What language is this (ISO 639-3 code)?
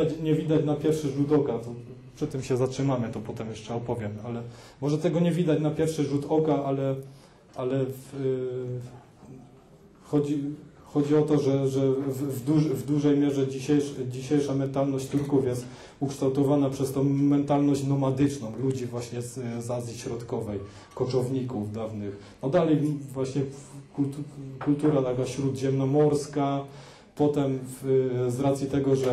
pol